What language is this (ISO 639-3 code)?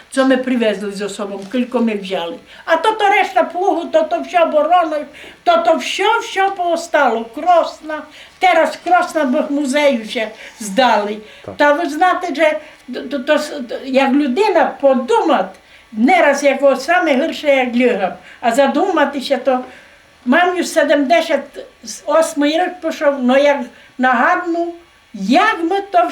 rue